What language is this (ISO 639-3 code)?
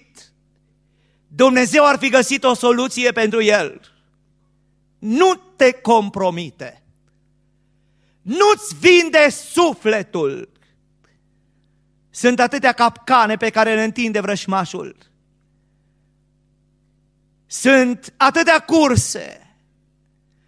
ron